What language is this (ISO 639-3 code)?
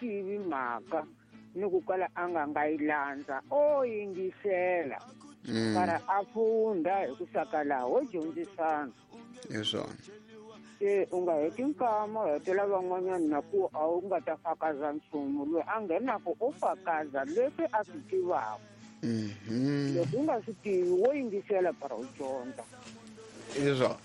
tso